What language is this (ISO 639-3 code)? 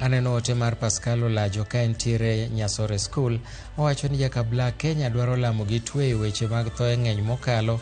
luo